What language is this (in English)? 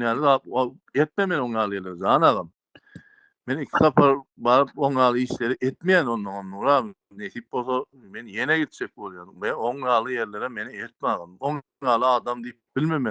Turkmen